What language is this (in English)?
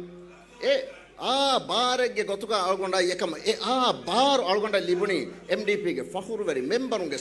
Divehi